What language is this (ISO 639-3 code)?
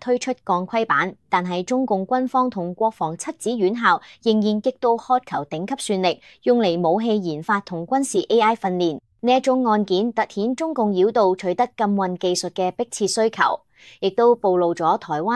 yue